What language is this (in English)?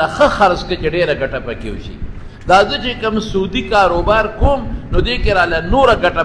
Pashto